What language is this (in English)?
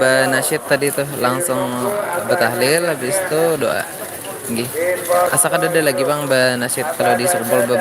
Banjar